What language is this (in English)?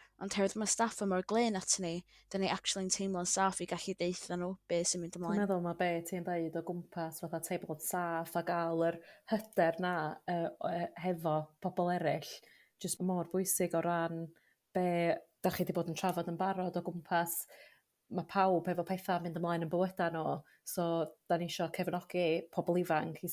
Welsh